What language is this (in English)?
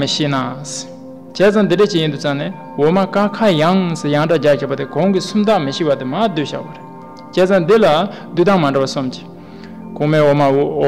Tibetan